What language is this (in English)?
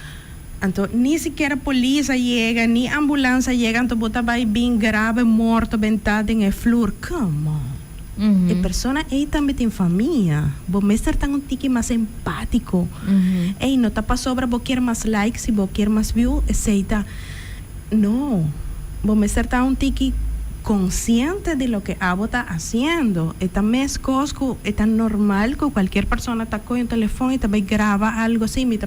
Papiamento